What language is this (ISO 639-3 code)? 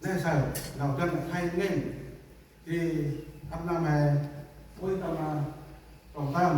cmo